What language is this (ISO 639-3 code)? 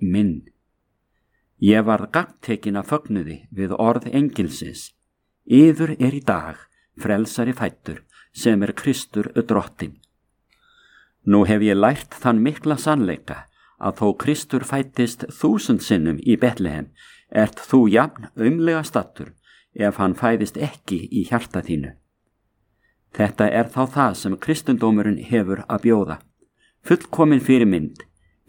isl